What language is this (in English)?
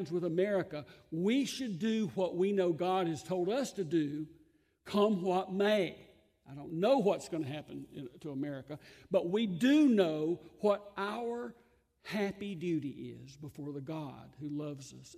English